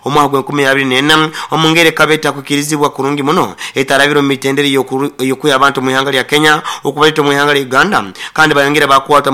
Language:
Nyoro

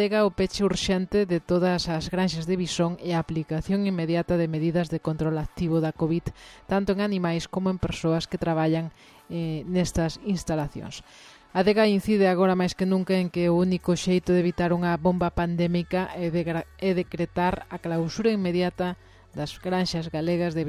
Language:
Galician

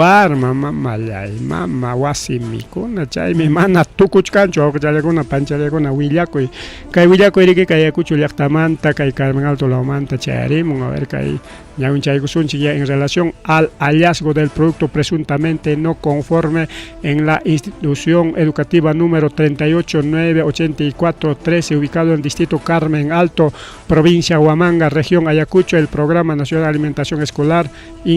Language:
Ayacucho Quechua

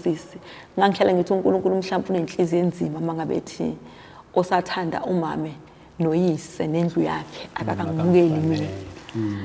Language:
Zulu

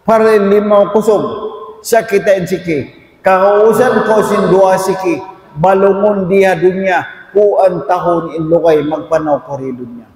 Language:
Tausug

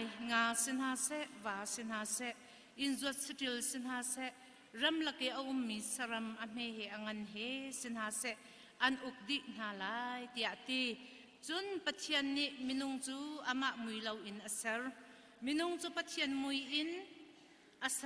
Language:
Hakha Chin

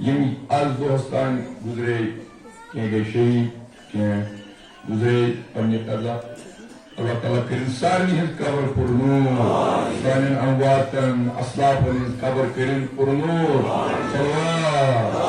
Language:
Kashmiri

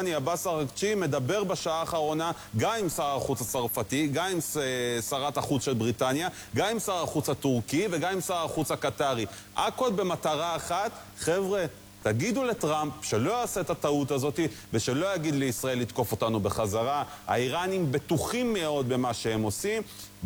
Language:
Hebrew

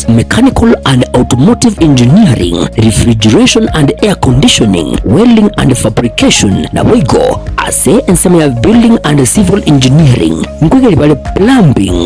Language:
Gusii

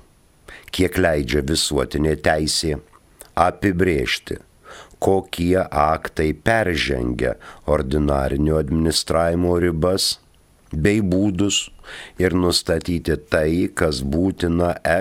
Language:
Lithuanian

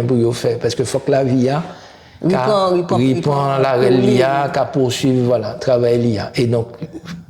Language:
Guadeloupean Creole French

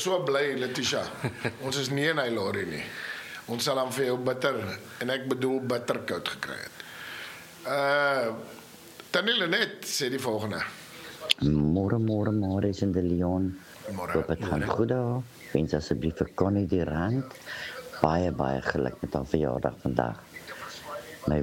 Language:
Afrikaans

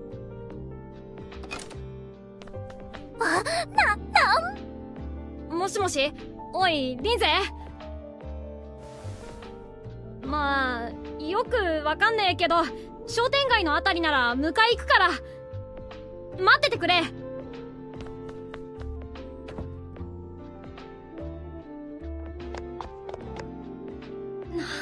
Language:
Japanese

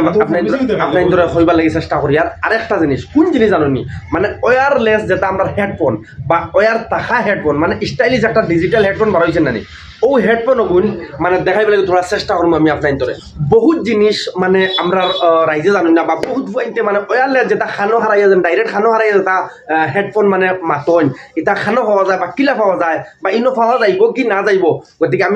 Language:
Sylheti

